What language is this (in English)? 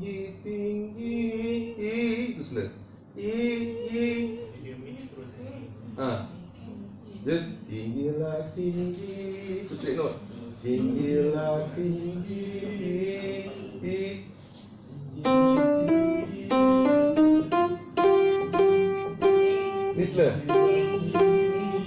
Malay